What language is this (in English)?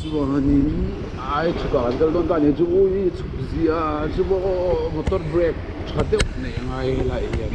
Mizo